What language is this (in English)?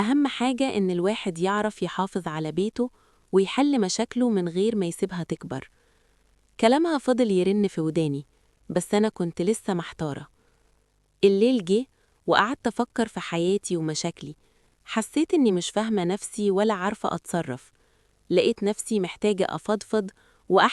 Egyptian Arabic